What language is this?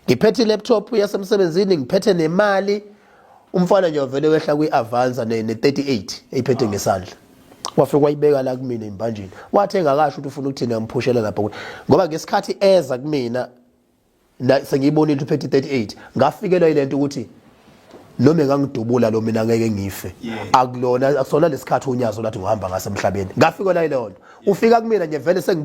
Zulu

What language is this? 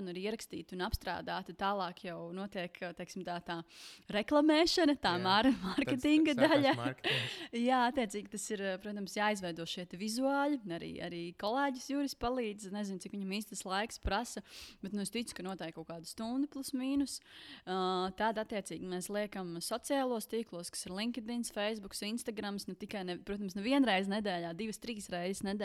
Latvian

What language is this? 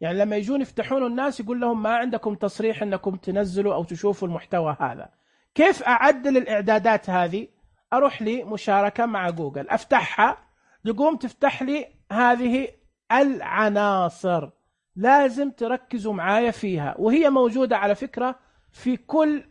Najdi Arabic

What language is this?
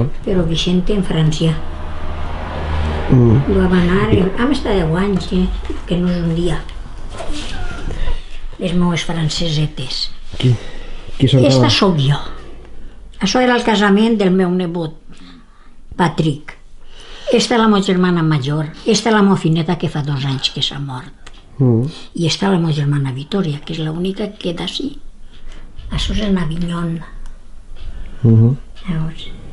Catalan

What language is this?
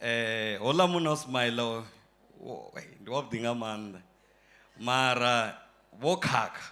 Venda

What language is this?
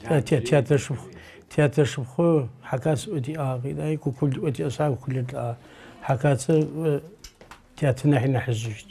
Adyghe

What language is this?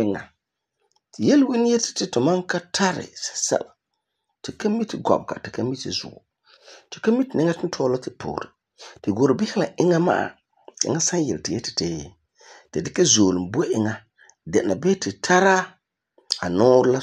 Frafra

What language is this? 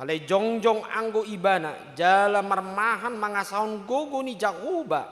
Batak Toba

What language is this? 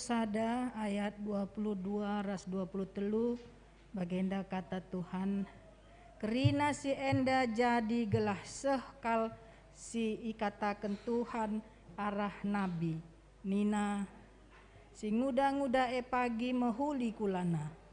Batak Karo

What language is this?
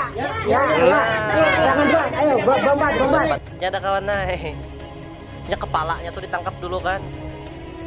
Banjar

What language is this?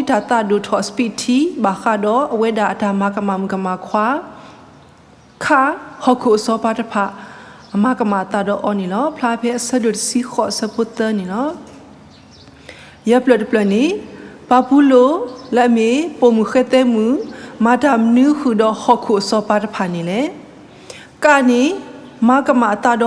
S'gaw Karen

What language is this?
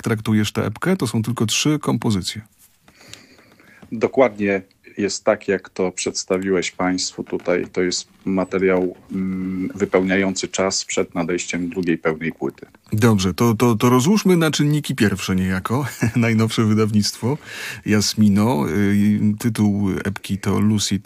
Polish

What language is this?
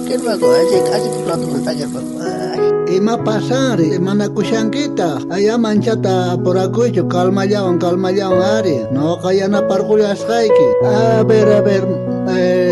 South Bolivian Quechua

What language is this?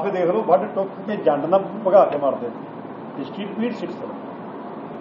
Punjabi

